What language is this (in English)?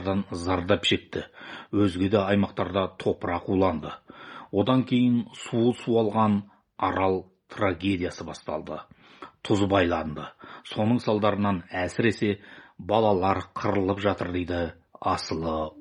Kazakh